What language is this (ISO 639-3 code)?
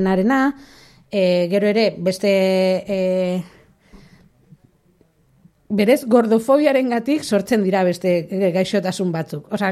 eus